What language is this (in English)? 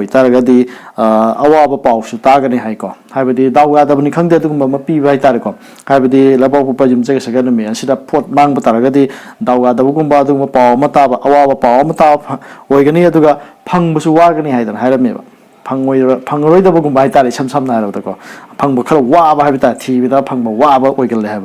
Manipuri